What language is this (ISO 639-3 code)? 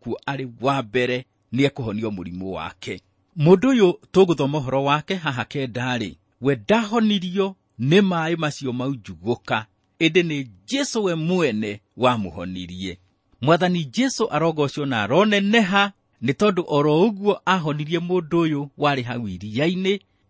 kik